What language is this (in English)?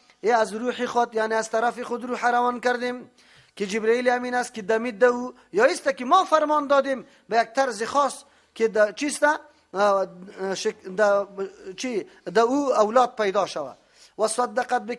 Persian